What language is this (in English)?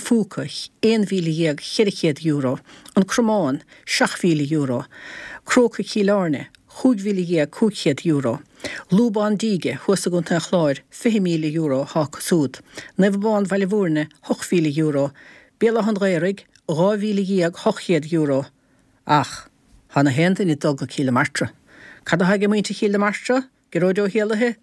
Irish